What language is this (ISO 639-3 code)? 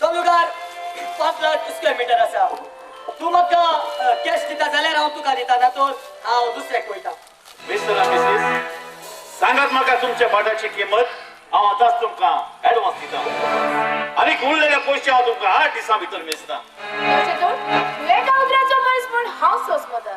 kok